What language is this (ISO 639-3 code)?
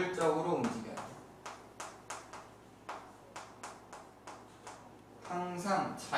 kor